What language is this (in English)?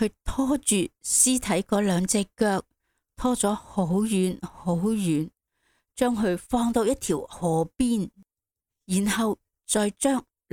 Cantonese